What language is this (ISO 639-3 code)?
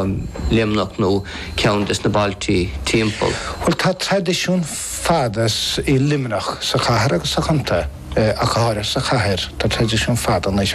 gle